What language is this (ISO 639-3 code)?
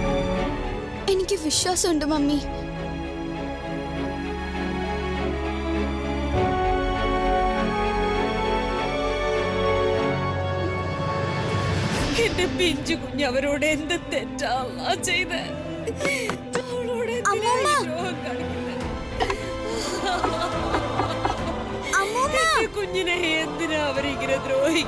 mal